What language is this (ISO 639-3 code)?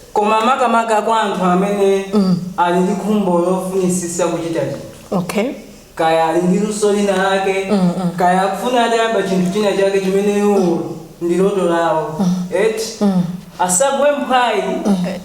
nya